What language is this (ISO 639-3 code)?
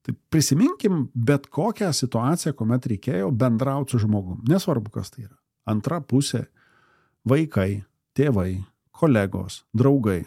lit